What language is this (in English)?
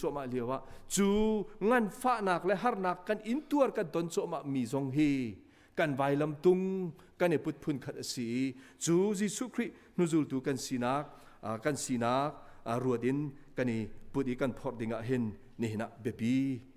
Hakha Chin